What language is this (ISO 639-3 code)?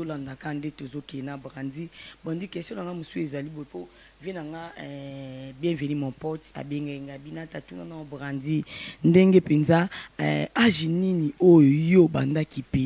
lin